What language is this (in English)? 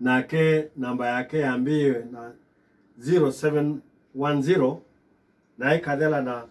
Kamba